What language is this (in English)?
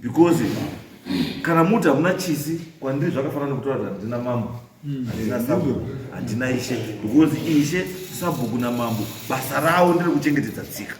Shona